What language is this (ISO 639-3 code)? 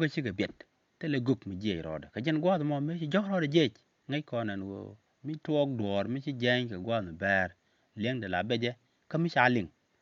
nus